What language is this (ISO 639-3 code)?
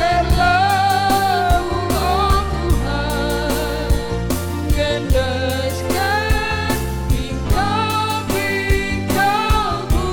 btx